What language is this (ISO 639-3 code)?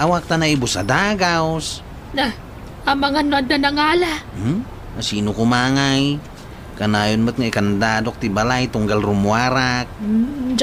ilo